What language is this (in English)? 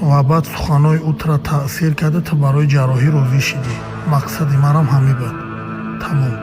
Tajik